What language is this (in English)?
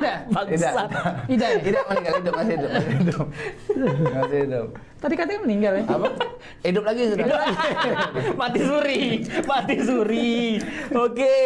Musi